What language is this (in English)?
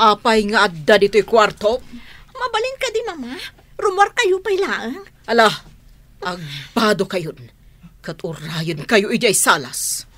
Iloko